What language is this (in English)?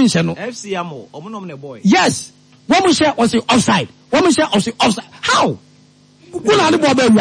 Akan